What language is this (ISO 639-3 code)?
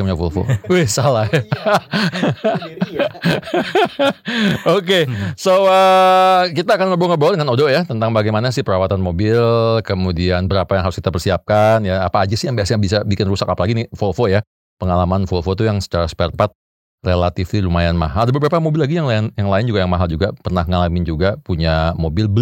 ind